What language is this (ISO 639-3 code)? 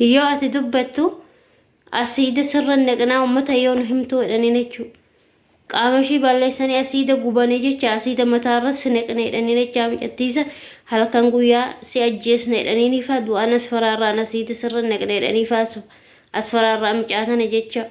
orm